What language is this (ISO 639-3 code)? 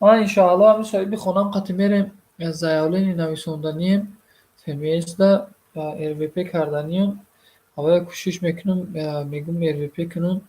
tgk